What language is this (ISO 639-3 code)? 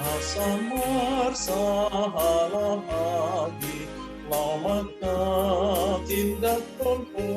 bbc